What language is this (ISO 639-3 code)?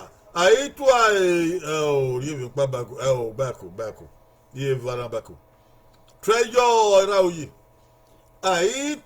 bin